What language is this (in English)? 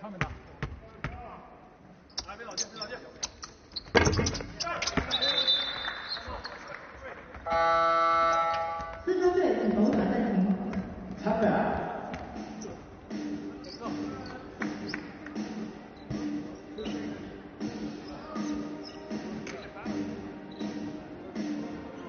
Chinese